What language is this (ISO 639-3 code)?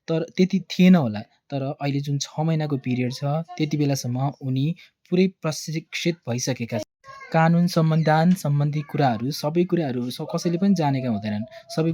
nep